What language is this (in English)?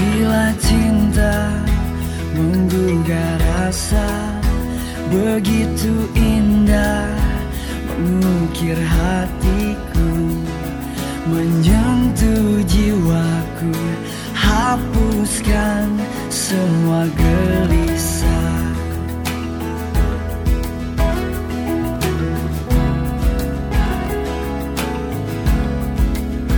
Indonesian